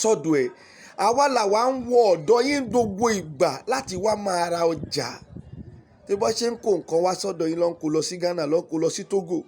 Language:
Yoruba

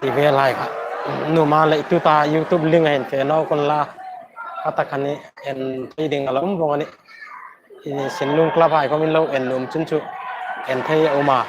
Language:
Hmar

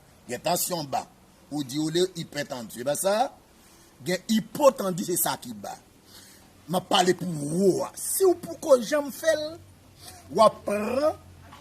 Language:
Haitian Creole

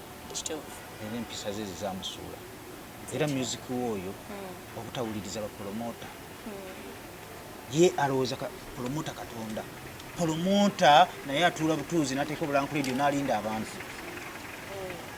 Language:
Ganda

